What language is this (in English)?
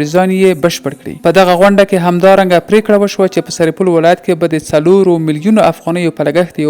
Pashto